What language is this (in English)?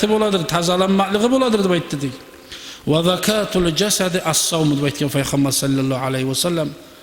Kumyk